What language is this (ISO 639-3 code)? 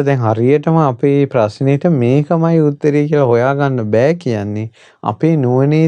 sin